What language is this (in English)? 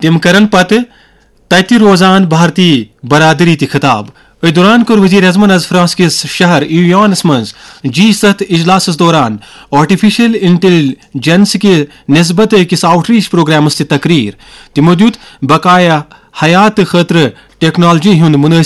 Kashmiri